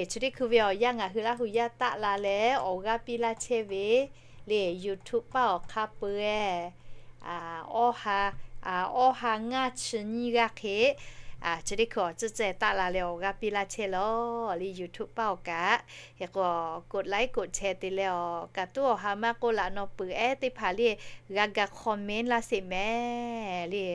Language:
Lahu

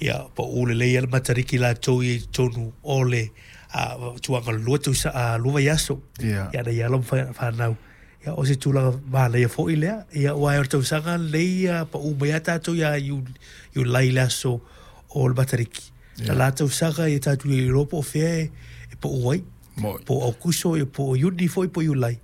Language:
Samoan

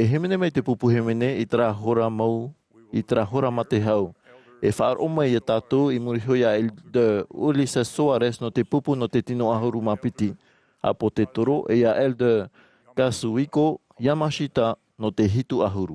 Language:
Tahitian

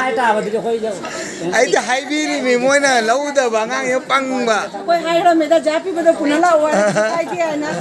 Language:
Manipuri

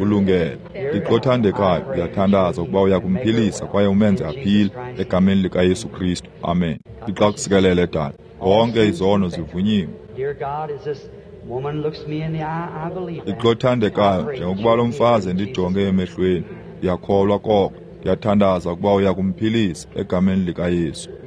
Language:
Xhosa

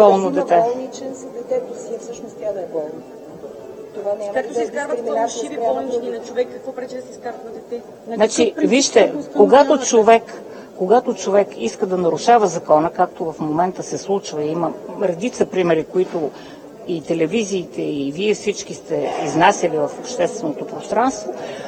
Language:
Bulgarian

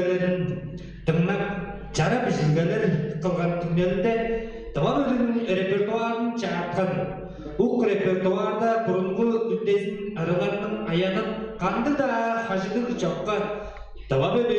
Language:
Tuvinian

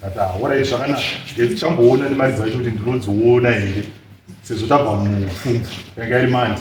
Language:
Shona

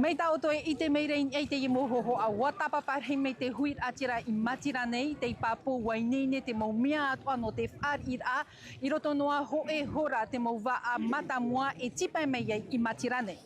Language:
Tahitian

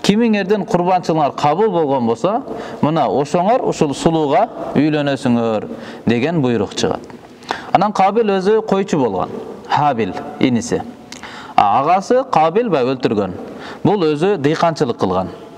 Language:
Kyrgyz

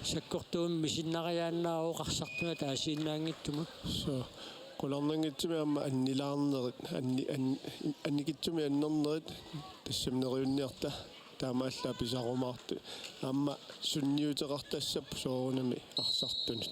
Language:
Kalaallisut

